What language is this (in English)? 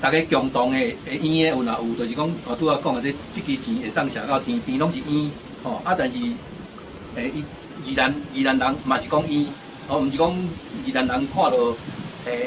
Min Nan Chinese